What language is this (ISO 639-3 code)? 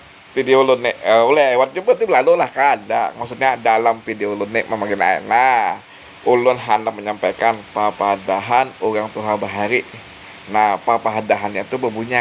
bjn